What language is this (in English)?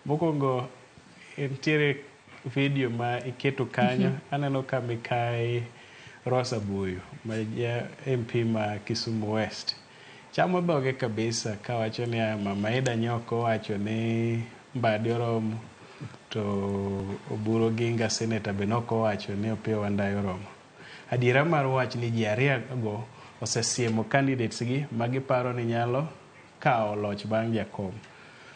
Luo (Kenya and Tanzania)